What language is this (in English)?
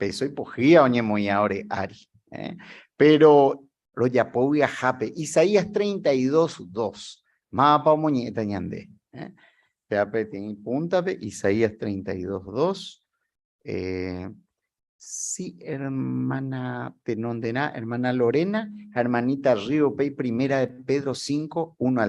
Guarani